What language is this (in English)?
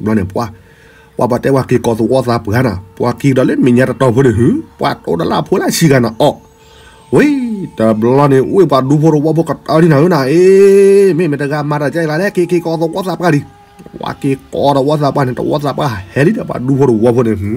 S'gaw Karen